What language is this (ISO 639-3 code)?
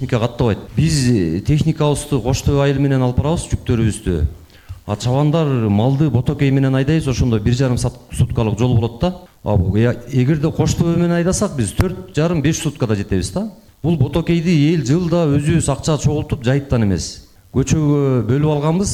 kir